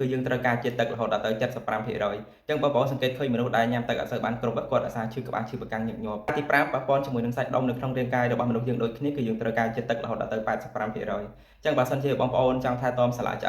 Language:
Khmer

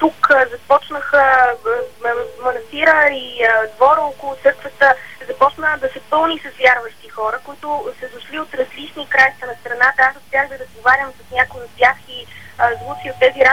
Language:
Bulgarian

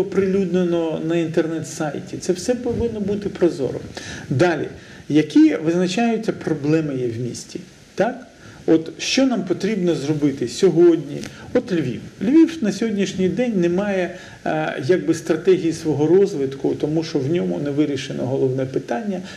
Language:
Ukrainian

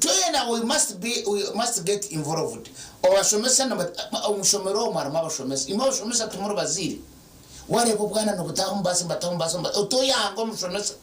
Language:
Nyankole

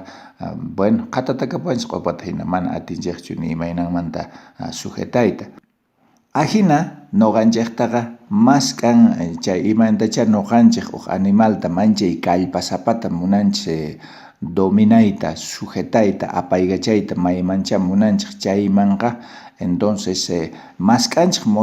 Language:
South Bolivian Quechua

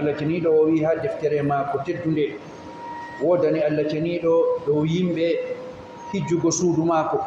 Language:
Fula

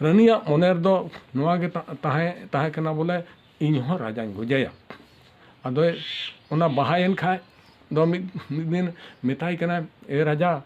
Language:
Santali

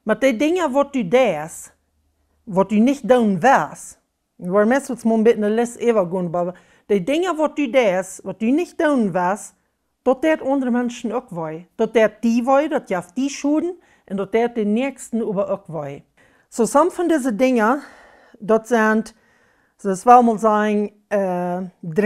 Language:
Plautdietsch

